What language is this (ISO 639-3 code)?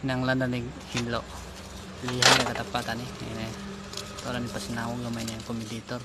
ceb